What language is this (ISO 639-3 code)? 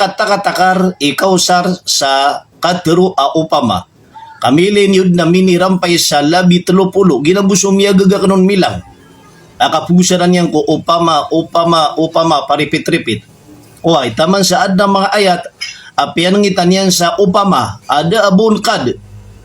mrw